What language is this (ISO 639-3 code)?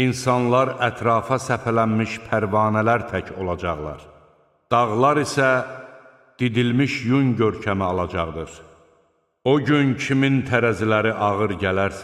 aze